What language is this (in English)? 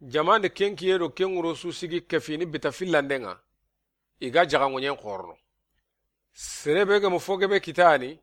Soninke